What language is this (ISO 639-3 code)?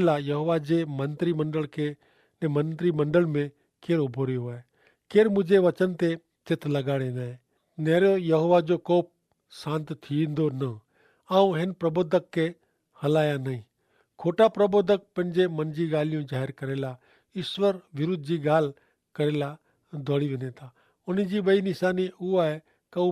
kfr